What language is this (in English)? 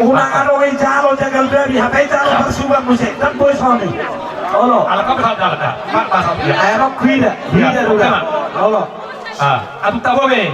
Batak Toba